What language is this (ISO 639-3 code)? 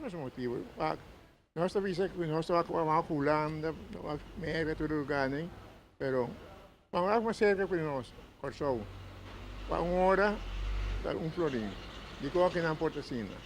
pap